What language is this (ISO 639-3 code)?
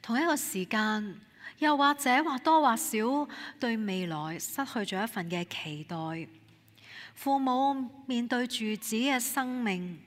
yue